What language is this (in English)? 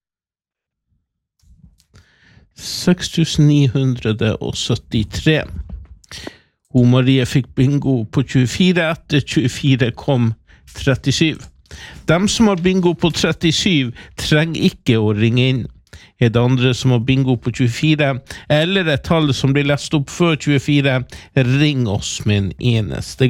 Norwegian